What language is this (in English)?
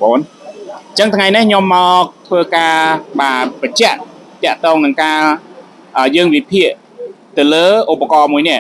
Khmer